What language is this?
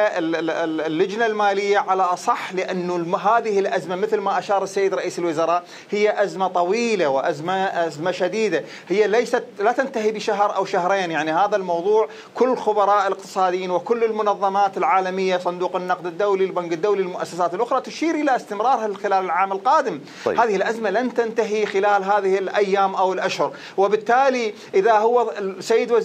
Mesopotamian Arabic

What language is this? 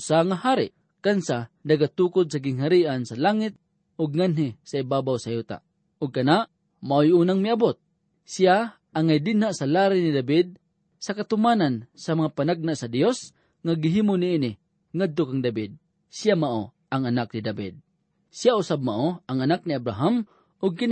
Cebuano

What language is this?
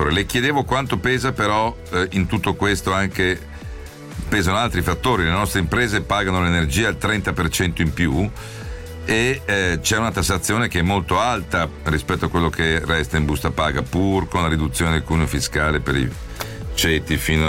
Italian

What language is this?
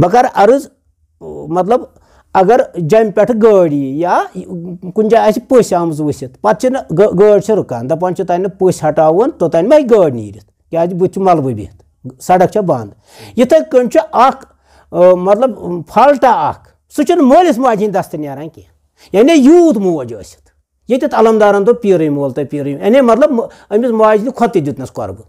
Kashmiri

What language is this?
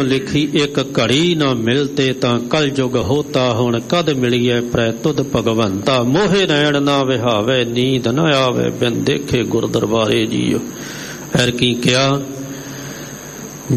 Punjabi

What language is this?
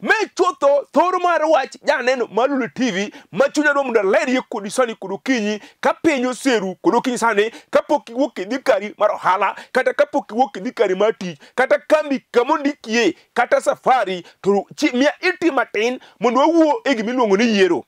Luo (Kenya and Tanzania)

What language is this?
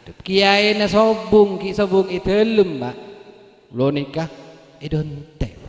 Madurese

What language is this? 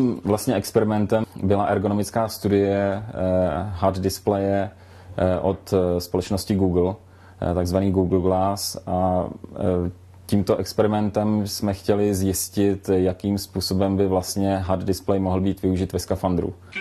Czech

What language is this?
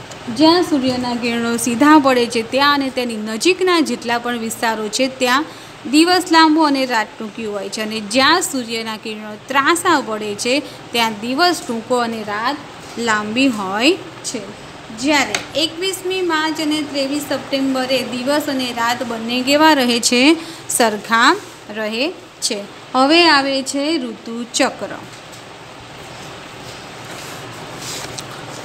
Gujarati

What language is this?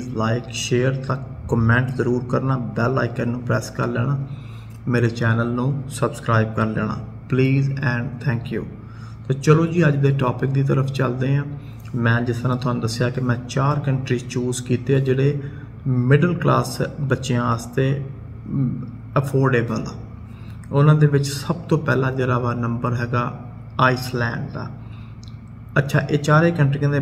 Punjabi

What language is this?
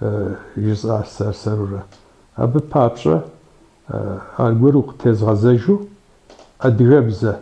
Kabardian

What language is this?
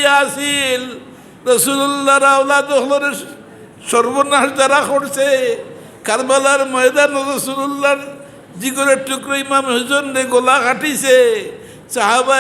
Sylheti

